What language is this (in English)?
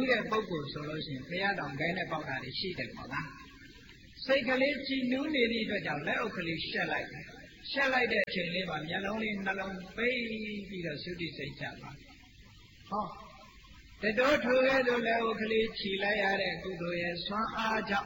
Burmese